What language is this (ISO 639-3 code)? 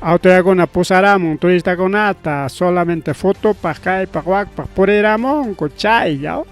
quy